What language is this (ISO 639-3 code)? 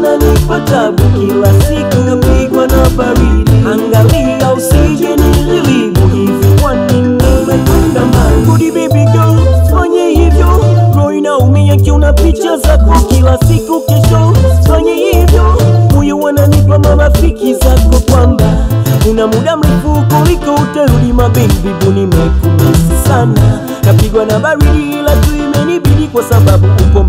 swa